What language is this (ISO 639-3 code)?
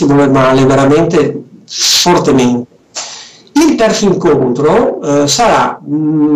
ita